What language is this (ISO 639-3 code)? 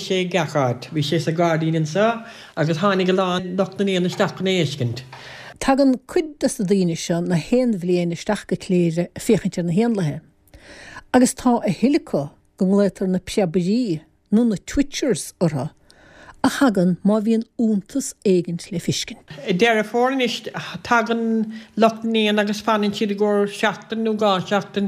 gle